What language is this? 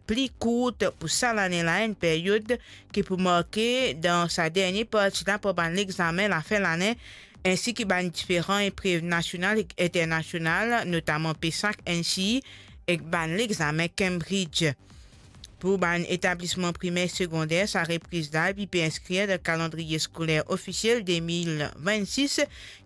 Morisyen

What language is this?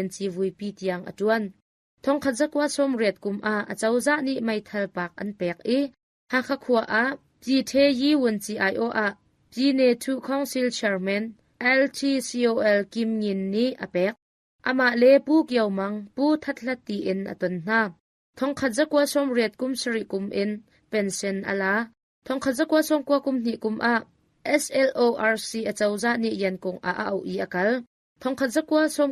Hakha Chin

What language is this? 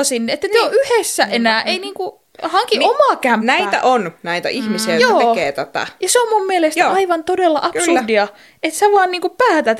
Finnish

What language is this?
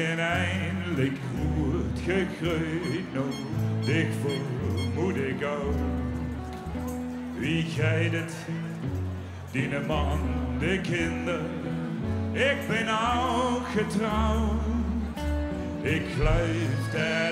Dutch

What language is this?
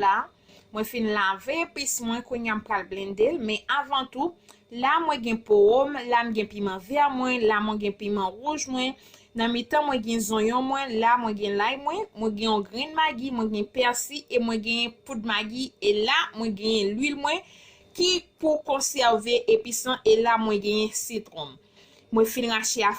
Haitian Creole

